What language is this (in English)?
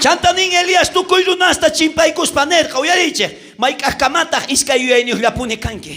South Bolivian Quechua